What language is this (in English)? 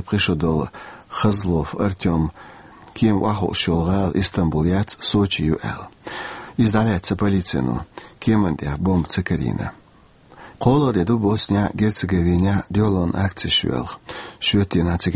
Chechen